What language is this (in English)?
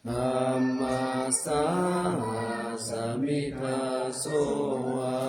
Pali